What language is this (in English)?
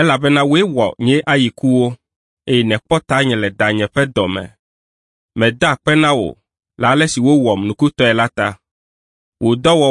Ewe